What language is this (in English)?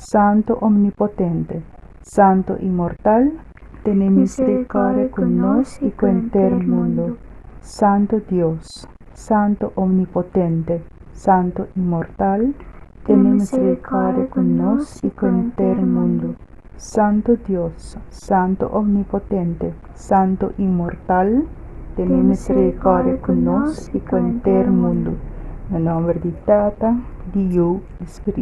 Papiamento